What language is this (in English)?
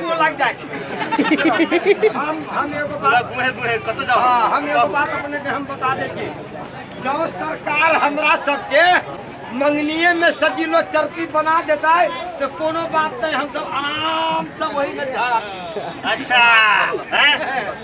Maithili